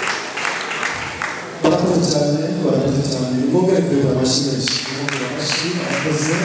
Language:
Kinyarwanda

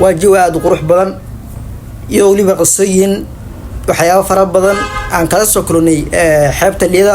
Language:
Somali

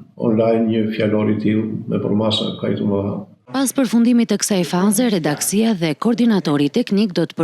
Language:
Albanian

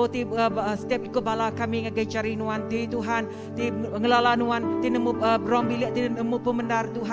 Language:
Iban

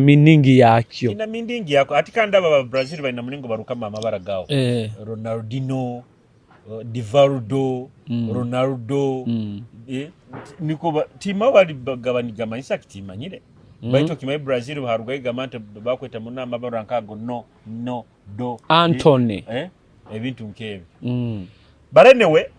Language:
Nyoro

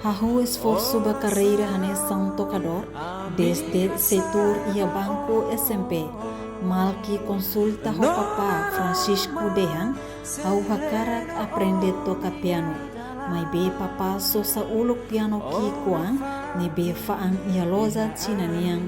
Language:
Tetum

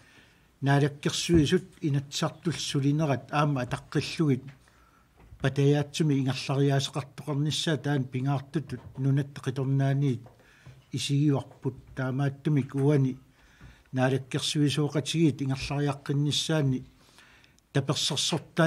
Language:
Kalaallisut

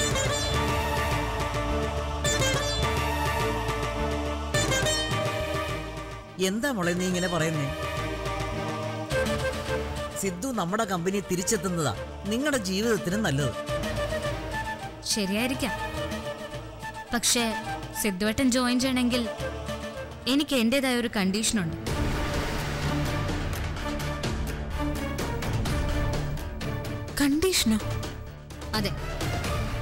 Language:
Malayalam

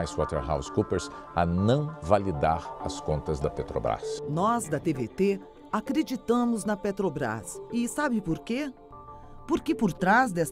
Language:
Portuguese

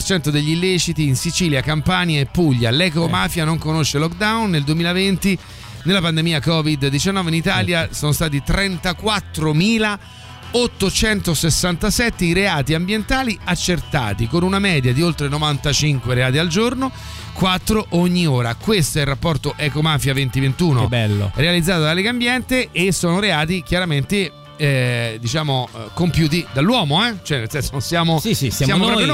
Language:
Italian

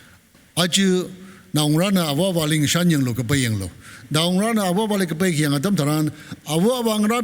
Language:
Tangkhul Naga (India)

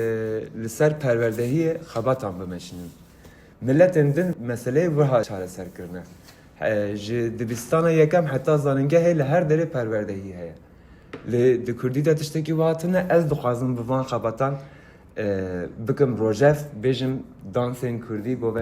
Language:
Kurdish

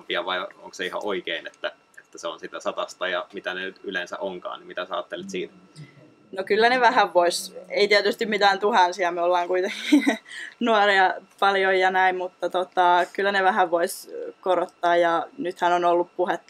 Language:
Finnish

